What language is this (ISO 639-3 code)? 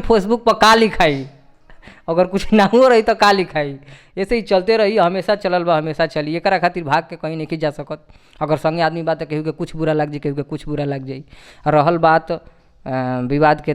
bho